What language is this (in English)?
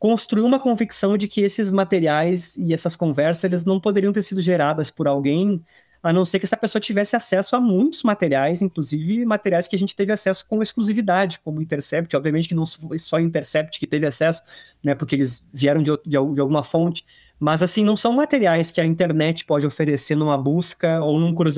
Portuguese